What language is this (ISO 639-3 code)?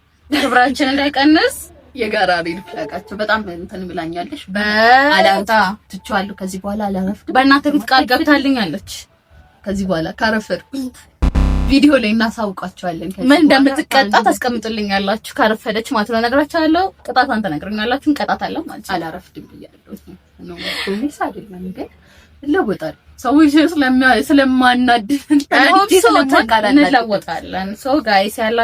amh